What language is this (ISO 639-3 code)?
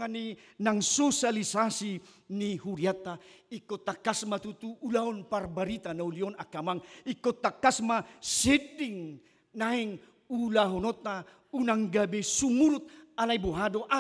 bbc